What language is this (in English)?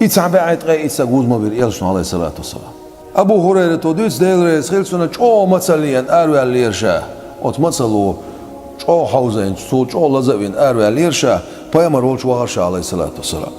Chechen